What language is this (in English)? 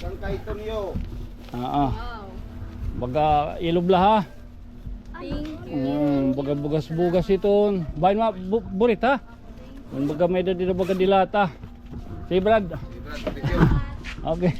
Waray